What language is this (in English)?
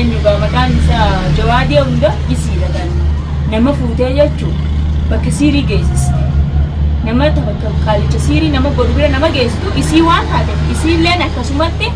Oromo